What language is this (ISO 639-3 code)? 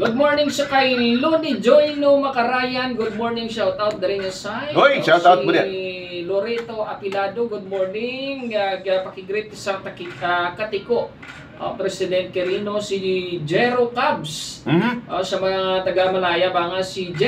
hil